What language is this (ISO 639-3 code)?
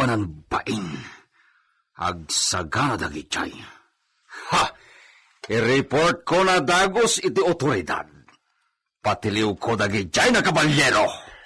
ilo